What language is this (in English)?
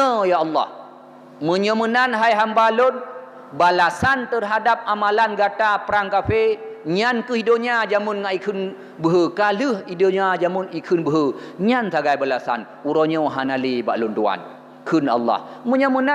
Achinese